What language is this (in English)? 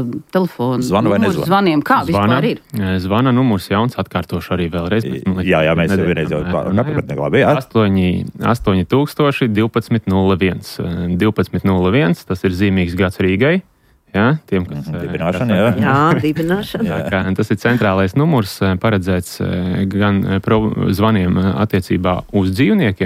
Latvian